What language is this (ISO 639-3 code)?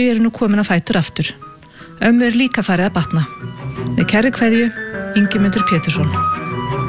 isl